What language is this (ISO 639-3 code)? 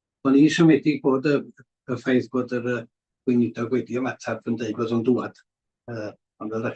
cym